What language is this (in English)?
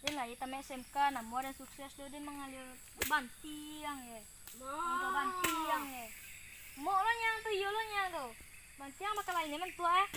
Minangkabau